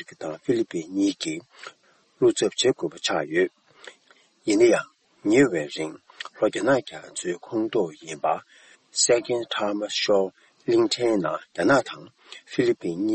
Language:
Tibetan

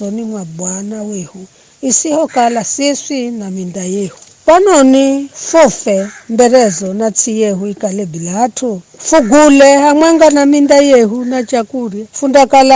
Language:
Giryama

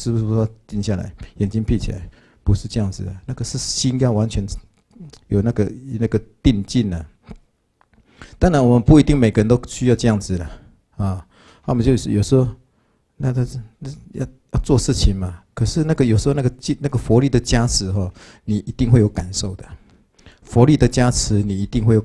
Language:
Chinese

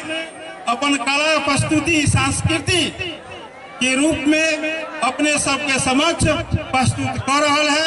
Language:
Maithili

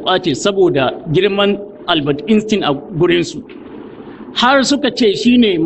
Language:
Hausa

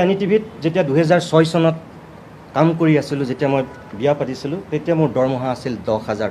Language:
Assamese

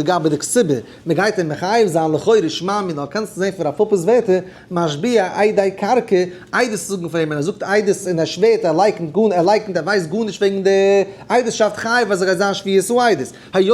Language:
Yiddish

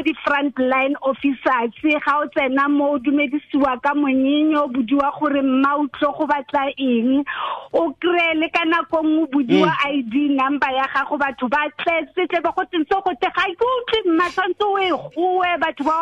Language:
Tswana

